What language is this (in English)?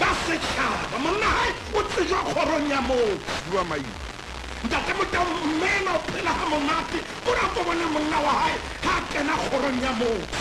Southern Sotho